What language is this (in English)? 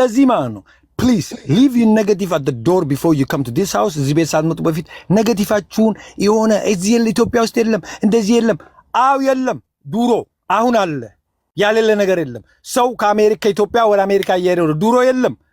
Amharic